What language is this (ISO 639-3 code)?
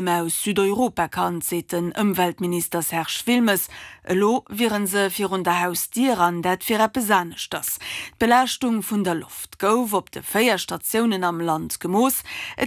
ltz